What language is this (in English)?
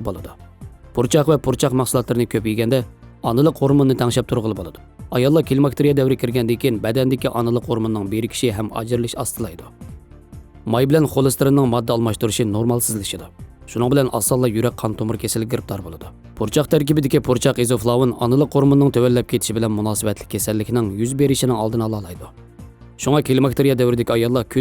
Uyghur